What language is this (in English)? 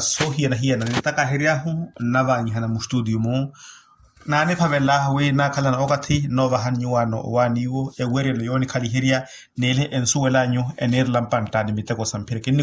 Makhuwa